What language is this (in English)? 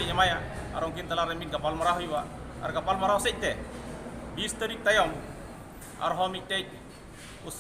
Santali